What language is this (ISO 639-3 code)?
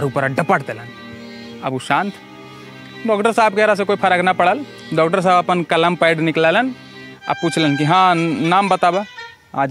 mag